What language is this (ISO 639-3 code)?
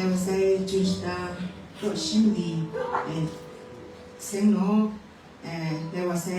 kac